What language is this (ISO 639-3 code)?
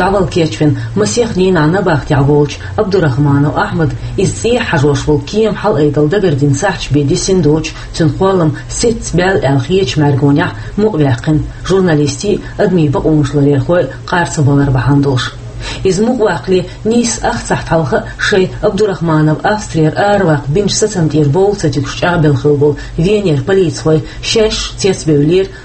che